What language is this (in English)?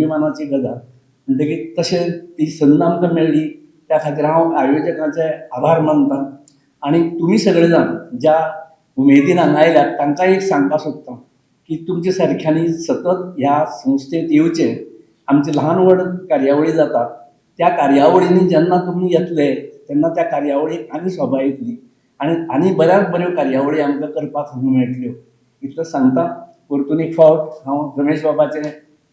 Konkani